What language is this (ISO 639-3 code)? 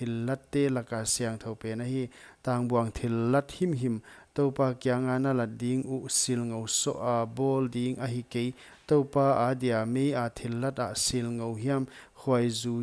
pck